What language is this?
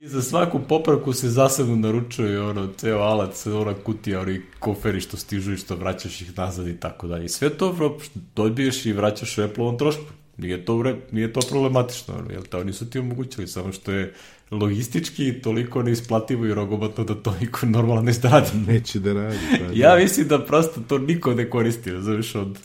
Serbian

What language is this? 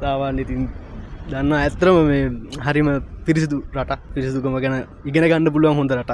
Sinhala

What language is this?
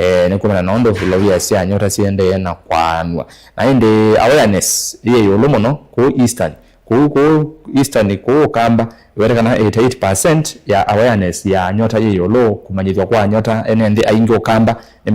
Kamba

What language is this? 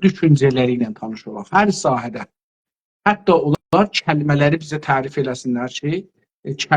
South Azerbaijani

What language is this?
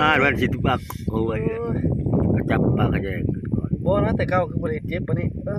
Lao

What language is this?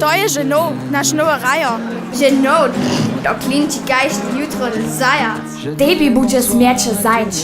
Upper Sorbian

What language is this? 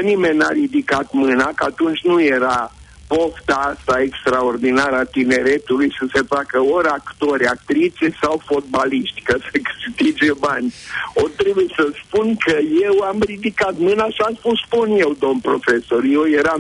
Romanian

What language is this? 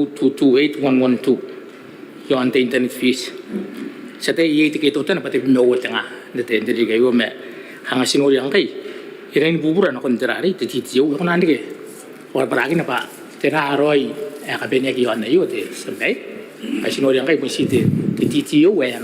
Gilbertese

